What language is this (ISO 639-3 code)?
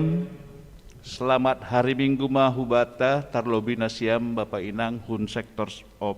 bts